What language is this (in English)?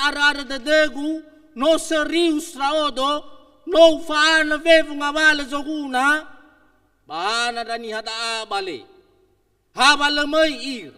Nias